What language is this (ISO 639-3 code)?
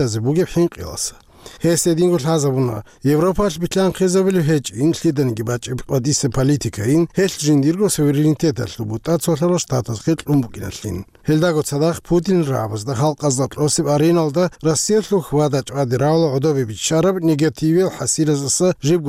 ava